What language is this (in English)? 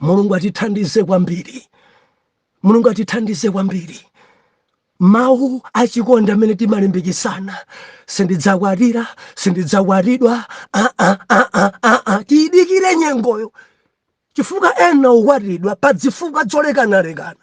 Nyanja